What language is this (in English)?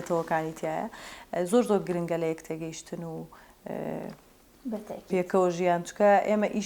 Central Kurdish